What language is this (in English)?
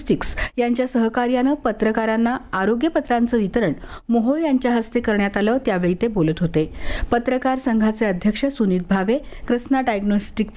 Marathi